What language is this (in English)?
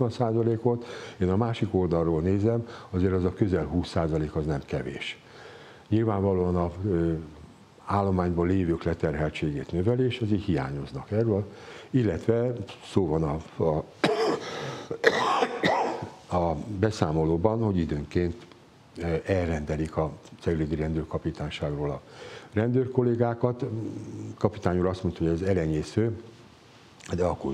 Hungarian